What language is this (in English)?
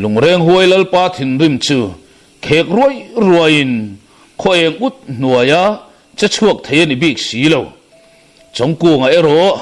Mizo